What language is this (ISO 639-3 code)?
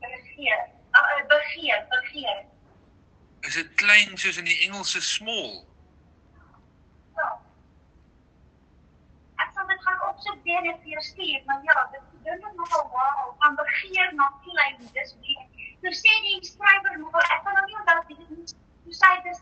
afr